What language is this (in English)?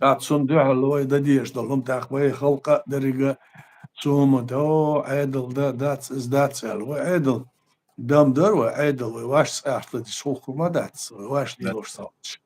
Chechen